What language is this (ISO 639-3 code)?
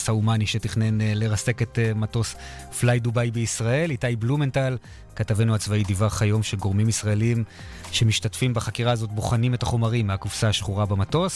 heb